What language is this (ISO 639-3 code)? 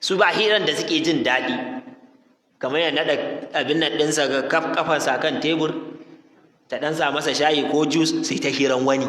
hau